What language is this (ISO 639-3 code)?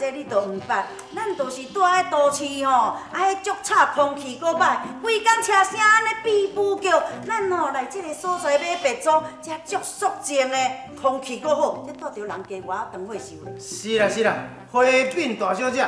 nan